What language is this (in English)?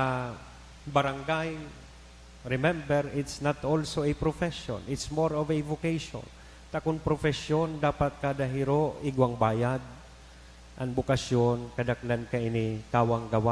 Bikol